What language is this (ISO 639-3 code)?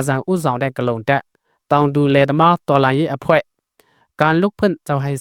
shn